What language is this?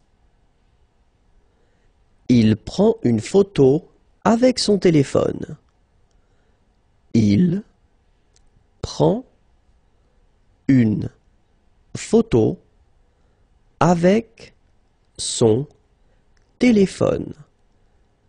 French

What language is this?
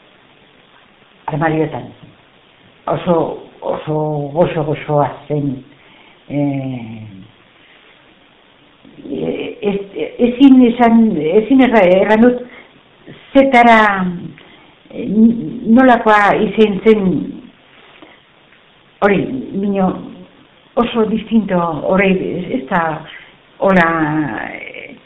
Basque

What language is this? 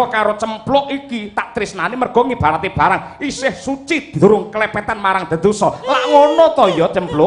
Javanese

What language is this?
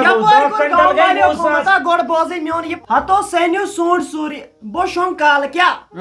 Kashmiri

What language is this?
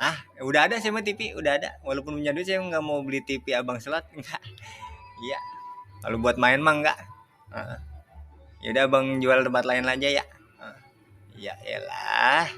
Betawi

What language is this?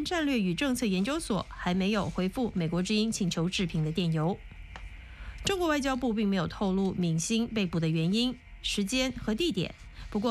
Chinese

